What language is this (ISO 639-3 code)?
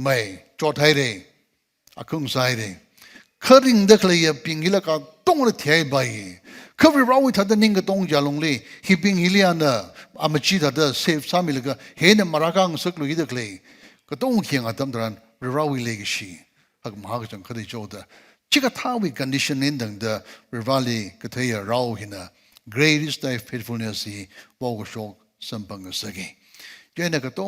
nmf